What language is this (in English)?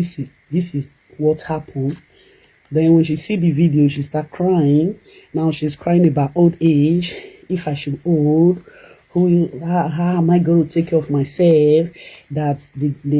Nigerian Pidgin